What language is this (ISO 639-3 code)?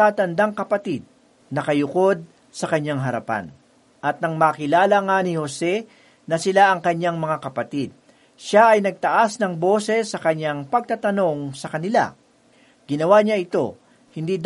fil